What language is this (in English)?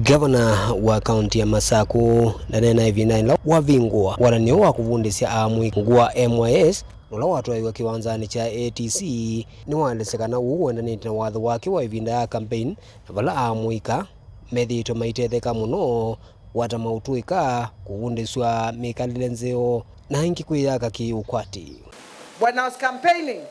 Kamba